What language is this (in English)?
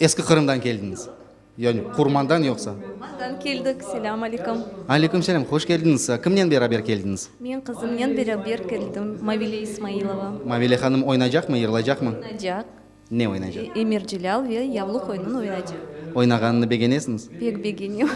Crimean Tatar